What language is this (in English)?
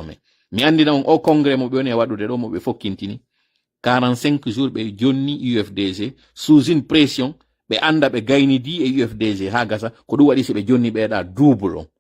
Pular